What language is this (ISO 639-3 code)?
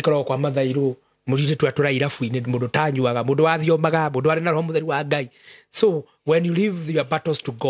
kik